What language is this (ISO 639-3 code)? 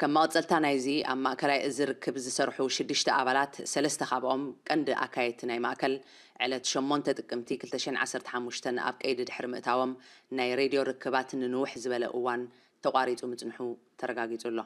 tir